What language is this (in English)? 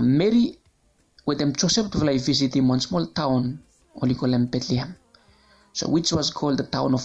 Bislama